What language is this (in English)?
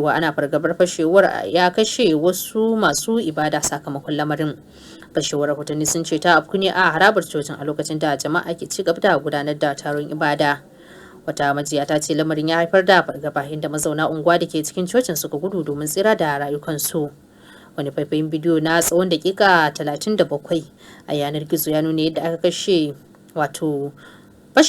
Hausa